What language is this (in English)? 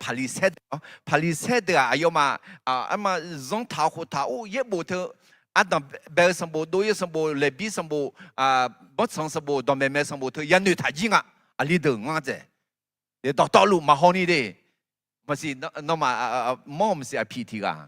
Akha